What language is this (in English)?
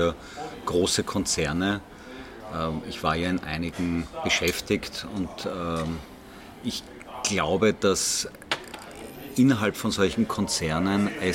German